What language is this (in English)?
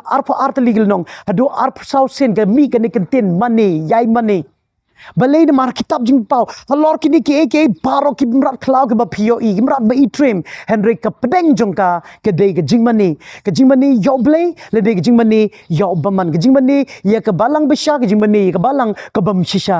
Khasi